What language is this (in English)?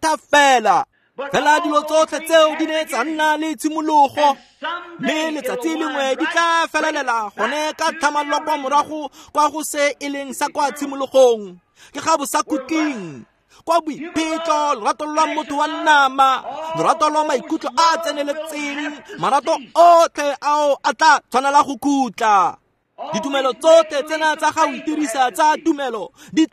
Tswana